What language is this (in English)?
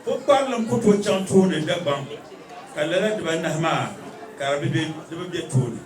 Dagbani